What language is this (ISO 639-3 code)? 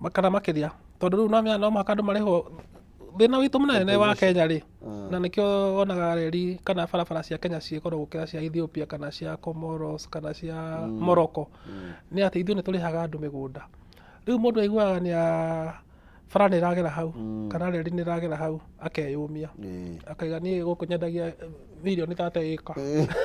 kik